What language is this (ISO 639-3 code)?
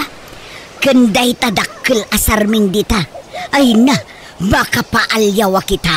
ilo